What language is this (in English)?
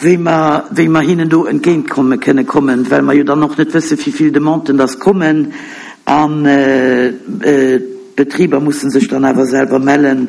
Luxembourgish